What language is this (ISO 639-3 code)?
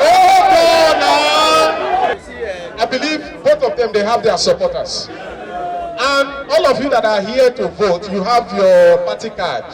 pcm